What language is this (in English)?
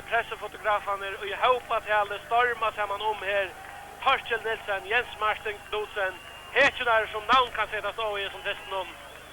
Faroese